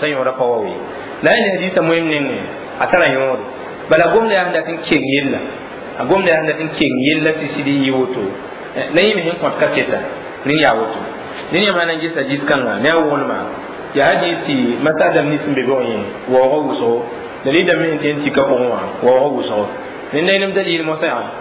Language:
Mossi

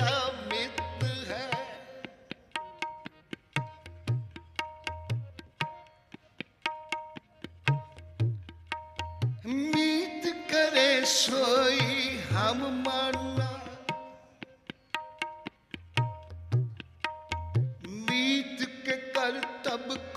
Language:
Punjabi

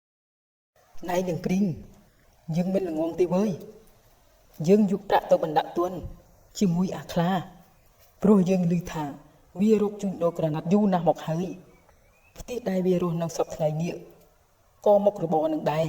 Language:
Khmer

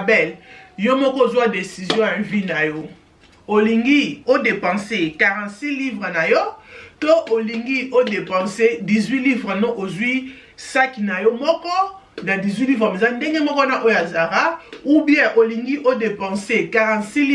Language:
Lingala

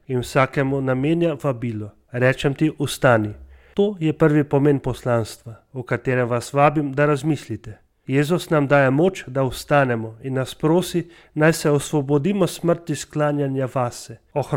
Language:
Slovenian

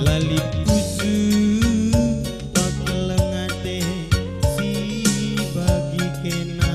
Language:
Batak Karo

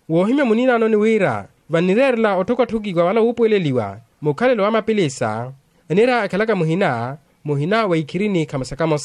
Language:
Makhuwa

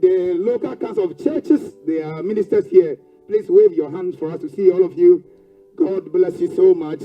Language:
Ewe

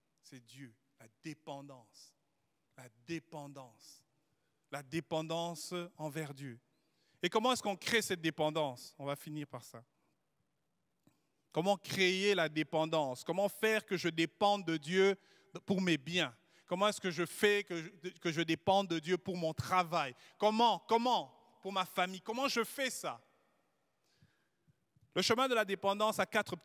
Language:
French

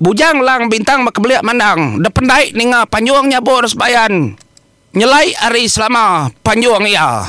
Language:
Iban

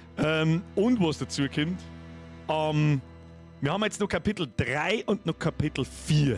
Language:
Bavarian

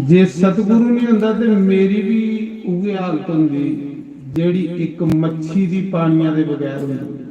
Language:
Dogri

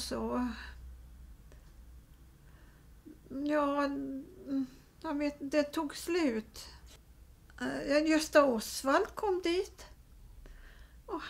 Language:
Swedish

